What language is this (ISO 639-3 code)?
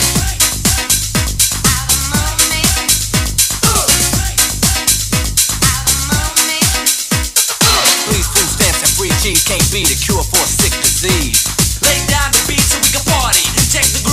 eng